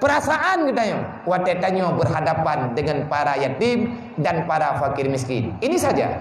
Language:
Achinese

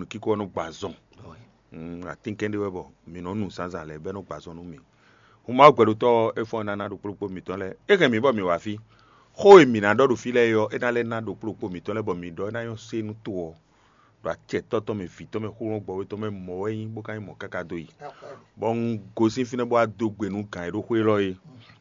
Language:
Fon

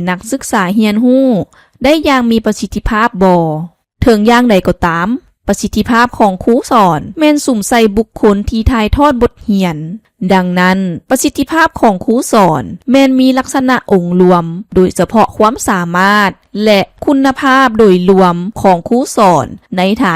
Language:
Lao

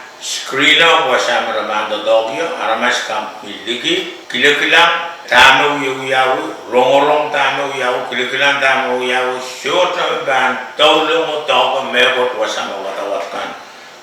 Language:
Pohnpeian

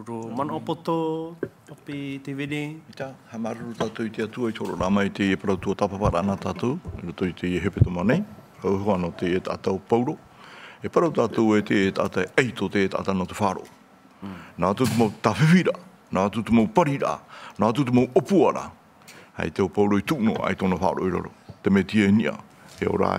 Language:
Tahitian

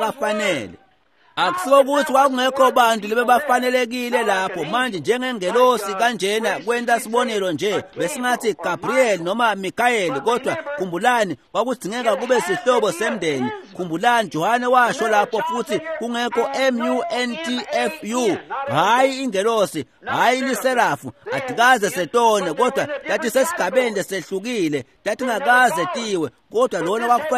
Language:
Swati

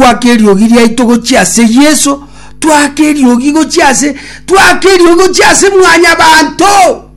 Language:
Gusii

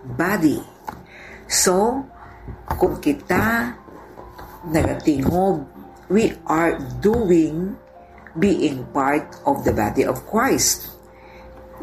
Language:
Hiligaynon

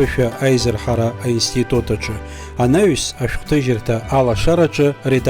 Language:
Abkhazian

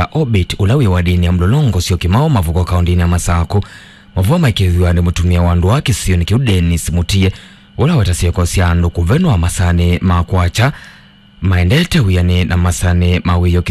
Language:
Kamba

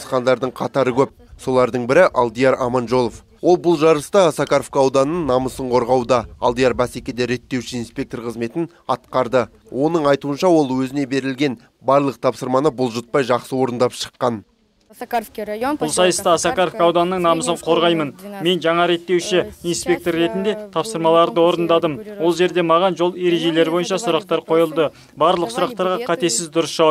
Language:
Kazakh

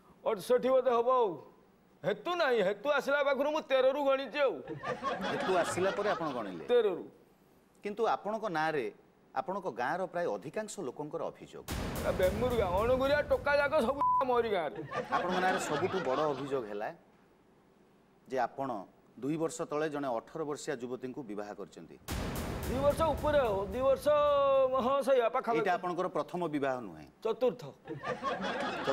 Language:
Odia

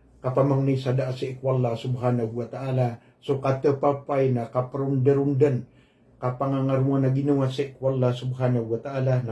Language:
Maranao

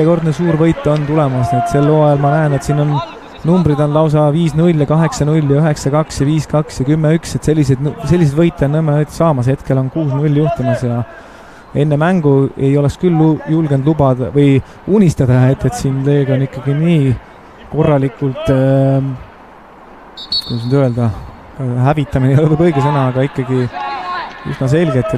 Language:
Estonian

